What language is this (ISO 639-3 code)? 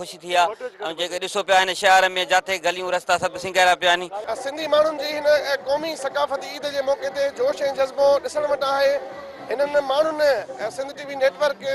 snd